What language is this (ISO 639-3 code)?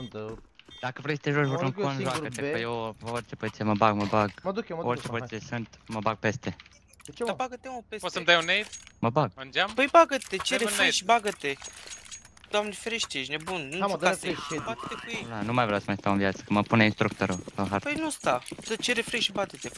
ron